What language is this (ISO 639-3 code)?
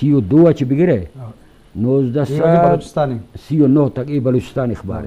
bgp